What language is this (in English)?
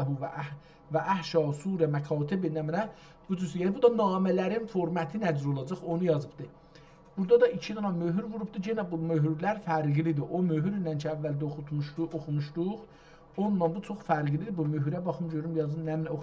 South Azerbaijani